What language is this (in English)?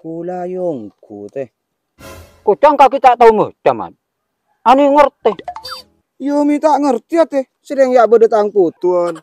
Madurese